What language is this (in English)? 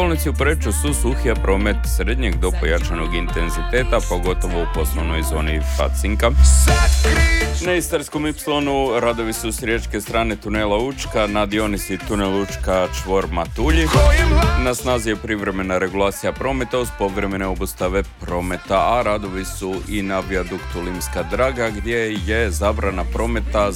Croatian